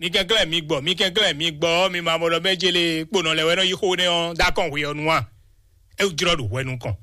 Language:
Fon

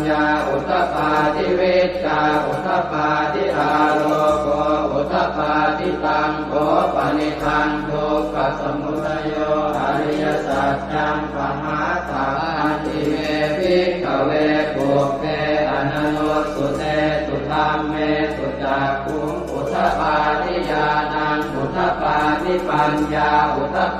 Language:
Pali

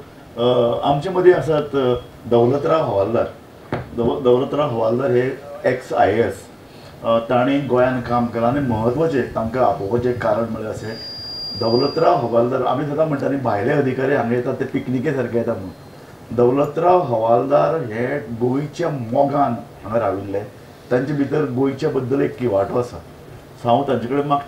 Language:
Konkani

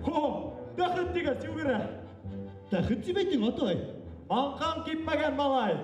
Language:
Bashkir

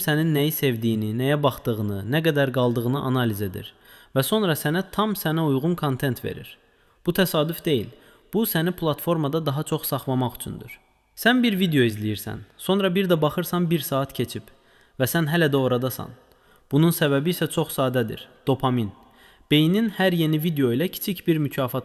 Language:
Azerbaijani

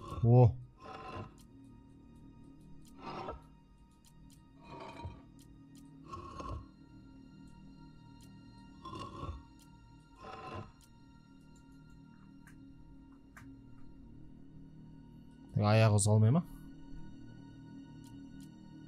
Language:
Kazakh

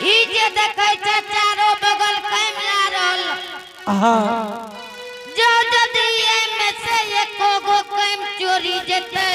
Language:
Angika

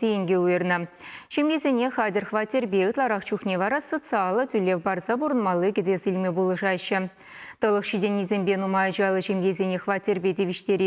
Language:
Chuvash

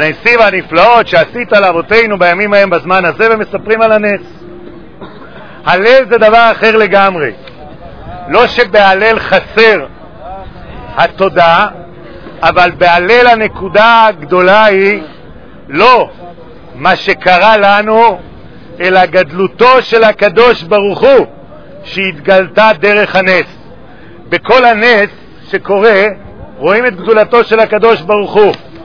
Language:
Hebrew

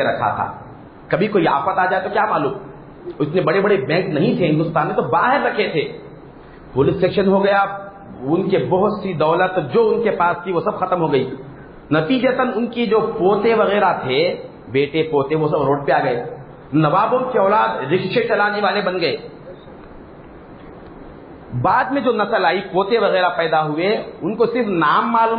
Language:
Urdu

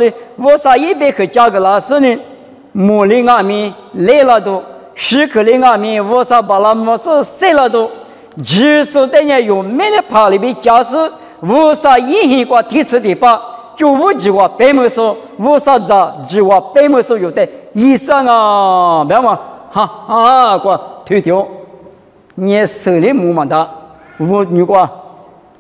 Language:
Lisu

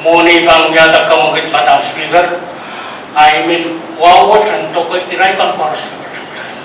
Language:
Pohnpeian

